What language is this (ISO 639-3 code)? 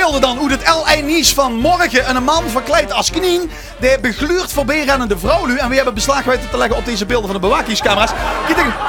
lim